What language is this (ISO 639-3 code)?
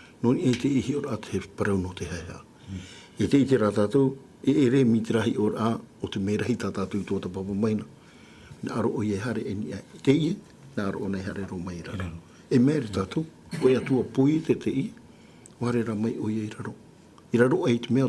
tah